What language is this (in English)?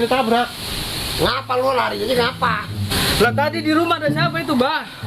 Betawi